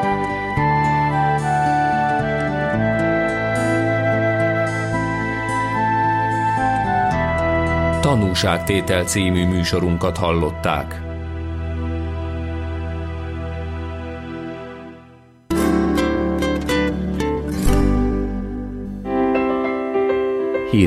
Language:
Hungarian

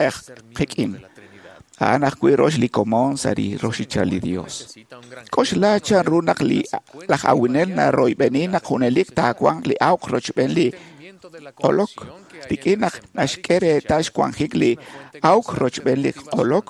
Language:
Kekchí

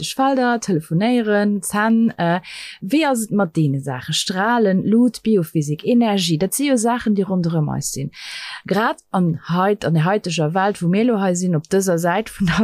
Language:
Luxembourgish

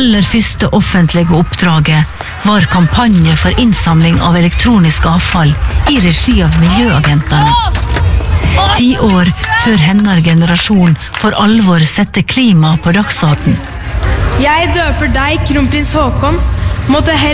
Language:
Norwegian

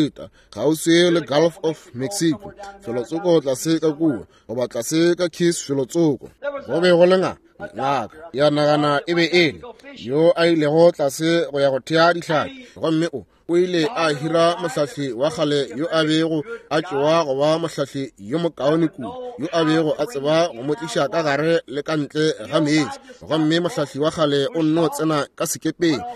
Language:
Northern Sotho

